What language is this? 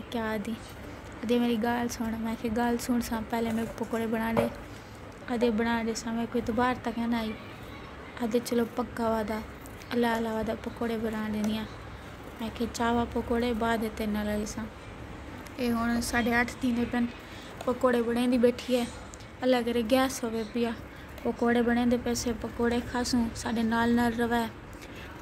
Saraiki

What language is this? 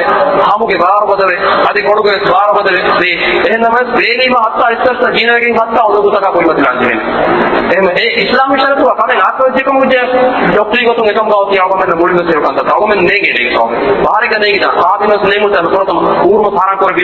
Divehi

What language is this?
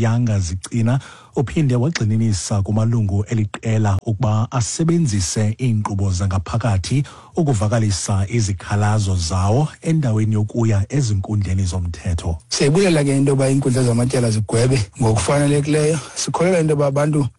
Xhosa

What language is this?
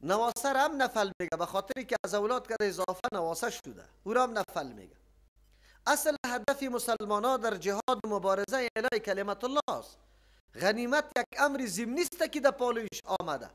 Persian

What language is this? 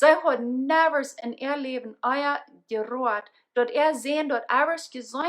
Plautdietsch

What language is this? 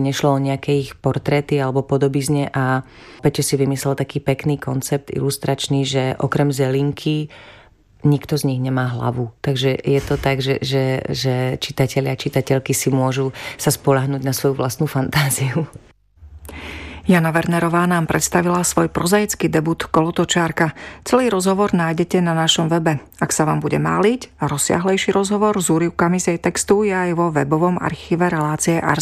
Slovak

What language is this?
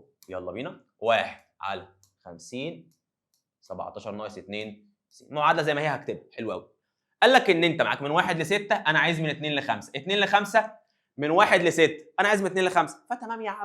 Egyptian Arabic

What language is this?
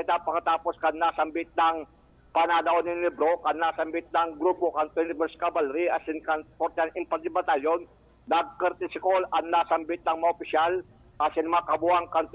Bikol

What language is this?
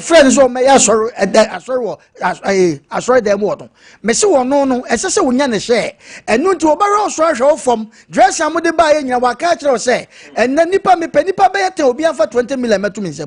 Akan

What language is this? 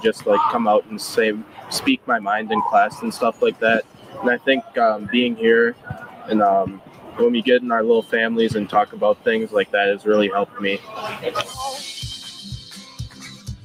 English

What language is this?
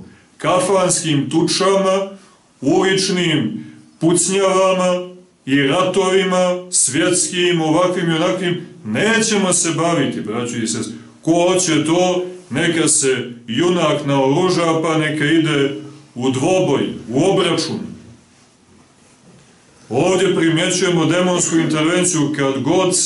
Serbian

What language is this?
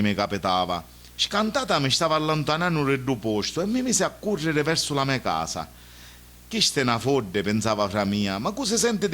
Sicilian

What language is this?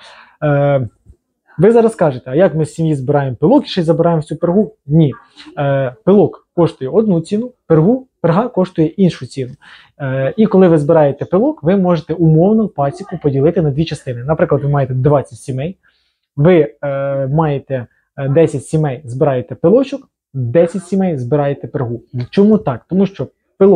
Ukrainian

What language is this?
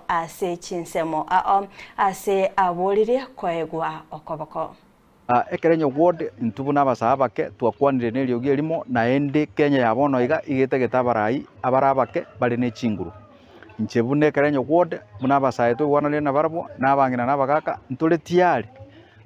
Gusii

